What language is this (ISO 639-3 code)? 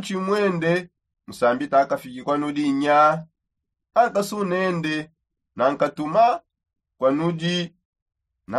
sop